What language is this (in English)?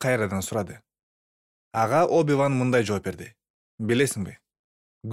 Kyrgyz